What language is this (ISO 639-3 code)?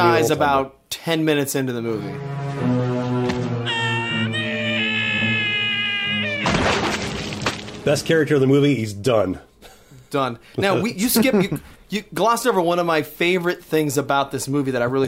eng